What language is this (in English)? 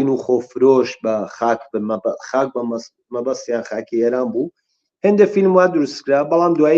Central Kurdish